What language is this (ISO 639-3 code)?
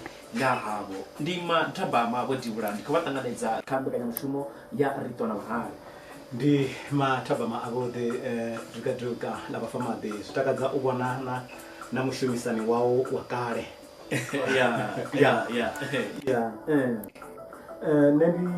ven